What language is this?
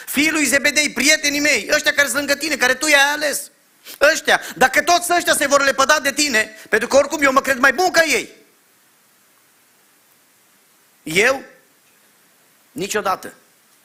Romanian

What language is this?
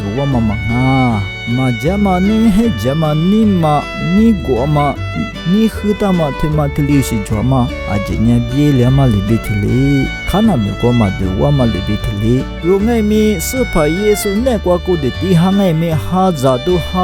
Lisu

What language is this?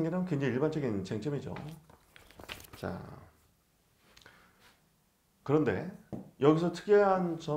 Korean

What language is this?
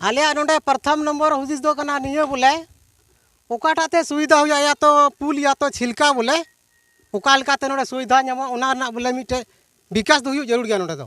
Santali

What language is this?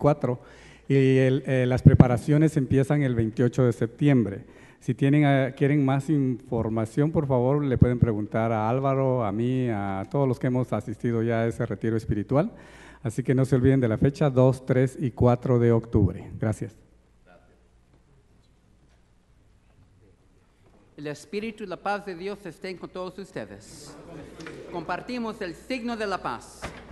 Spanish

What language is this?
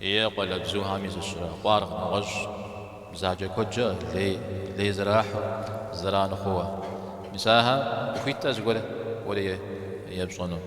Kabardian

